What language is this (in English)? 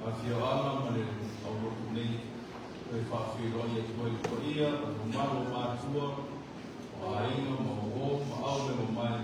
Samoan